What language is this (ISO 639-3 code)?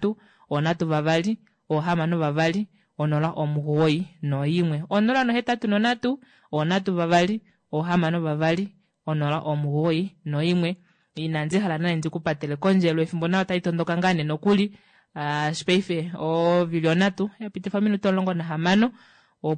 kua